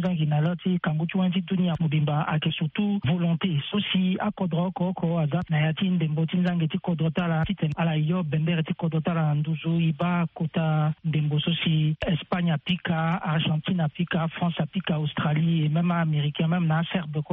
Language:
Sango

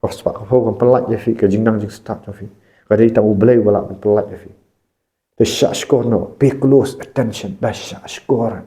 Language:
Khasi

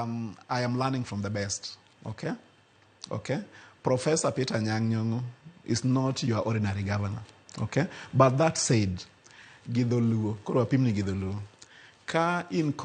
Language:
Luo (Kenya and Tanzania)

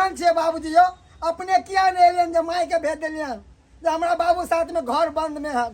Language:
Maithili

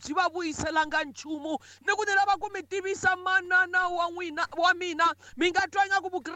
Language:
Tsonga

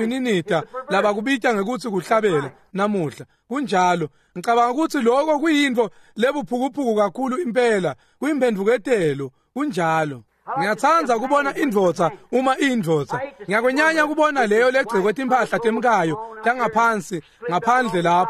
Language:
Swati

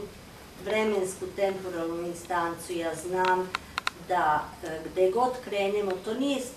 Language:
Serbian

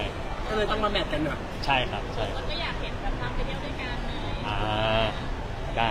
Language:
Thai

